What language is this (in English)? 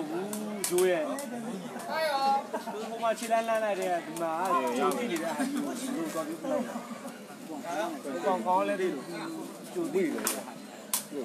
Burmese